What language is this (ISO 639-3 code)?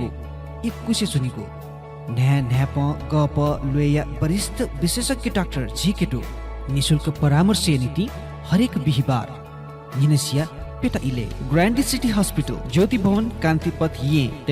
new